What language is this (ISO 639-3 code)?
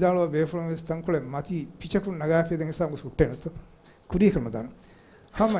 div